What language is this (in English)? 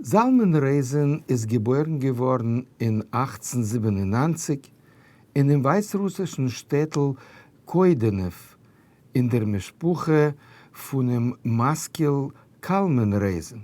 Yiddish